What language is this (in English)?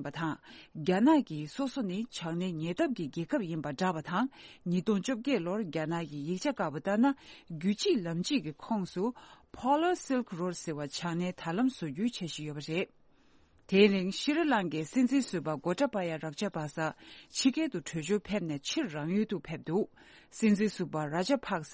Tibetan